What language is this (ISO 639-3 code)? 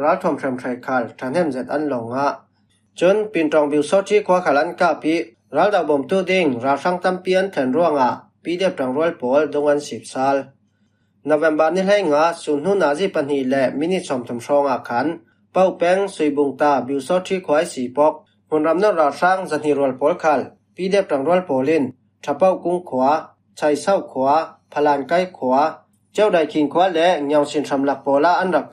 cfm